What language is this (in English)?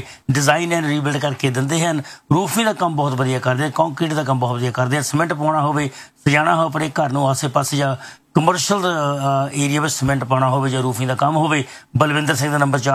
Punjabi